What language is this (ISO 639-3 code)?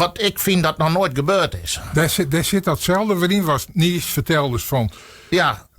fry